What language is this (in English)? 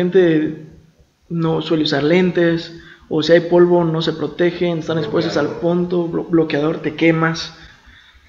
Spanish